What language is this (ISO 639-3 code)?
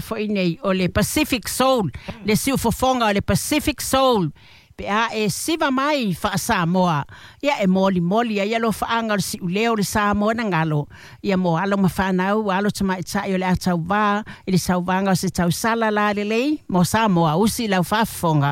smo